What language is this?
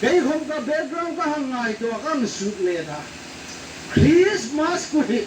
Hmar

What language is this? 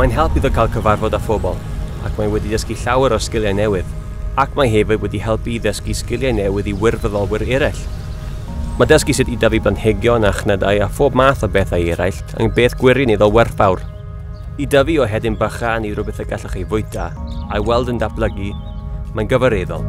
Welsh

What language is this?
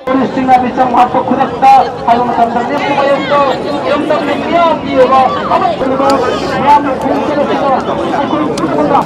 Manipuri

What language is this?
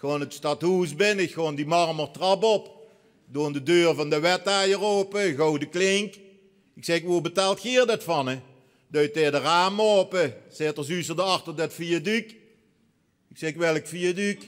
Limburgish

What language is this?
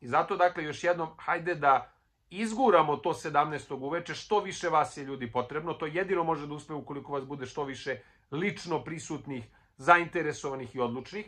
Serbian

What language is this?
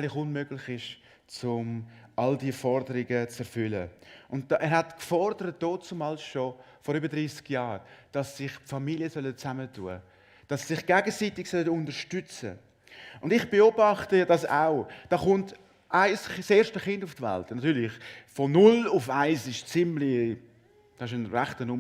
Swiss German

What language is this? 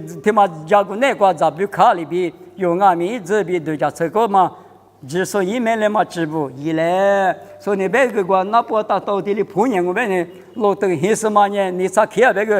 Lisu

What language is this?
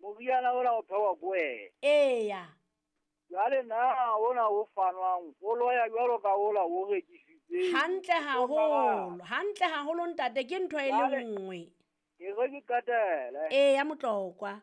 Southern Sotho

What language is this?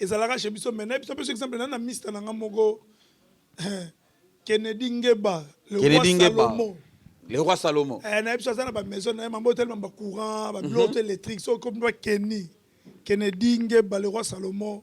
Lingala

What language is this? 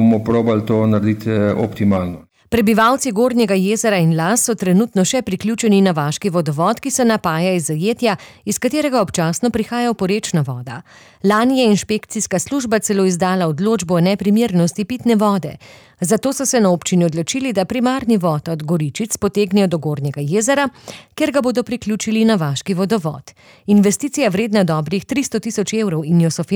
Slovenian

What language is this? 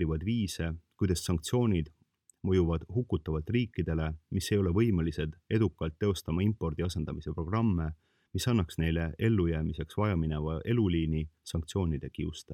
Estonian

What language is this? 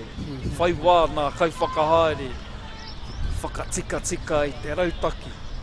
Māori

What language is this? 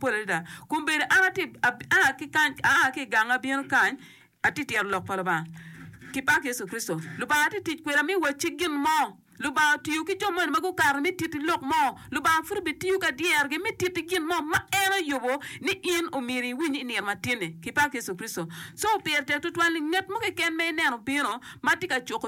Acoli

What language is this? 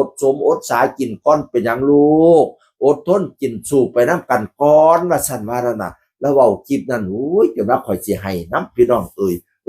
Northeastern Thai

